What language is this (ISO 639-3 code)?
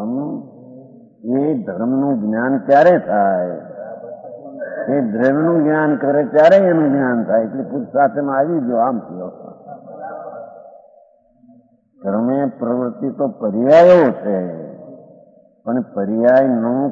guj